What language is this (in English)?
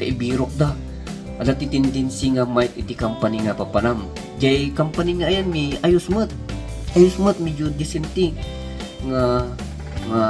Iloko